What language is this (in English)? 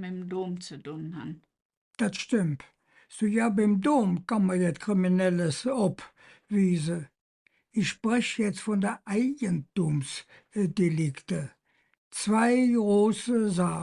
Colognian